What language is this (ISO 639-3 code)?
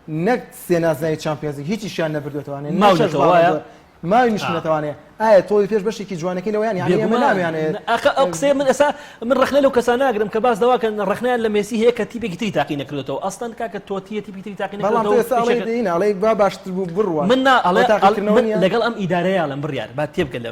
ckb